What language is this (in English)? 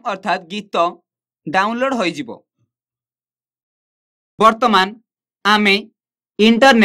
Odia